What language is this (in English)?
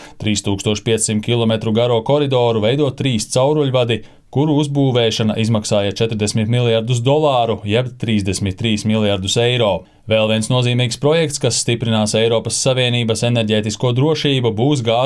Latvian